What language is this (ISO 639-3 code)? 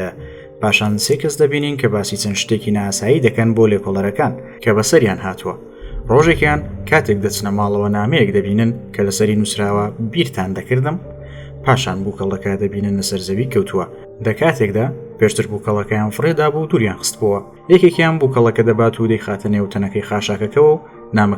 ckb